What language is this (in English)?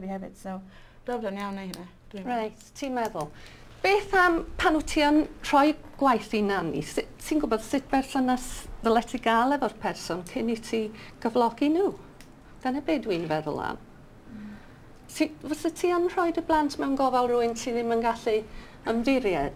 Welsh